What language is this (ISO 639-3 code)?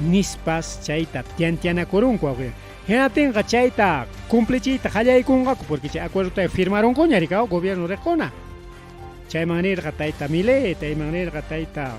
quy